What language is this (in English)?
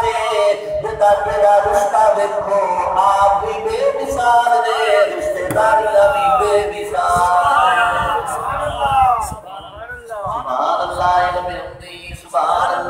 Urdu